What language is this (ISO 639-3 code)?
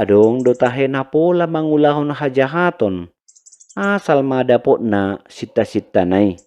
bbc